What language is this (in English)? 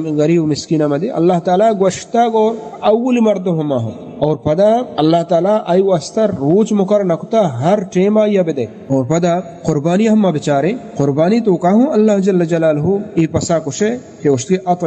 Baluchi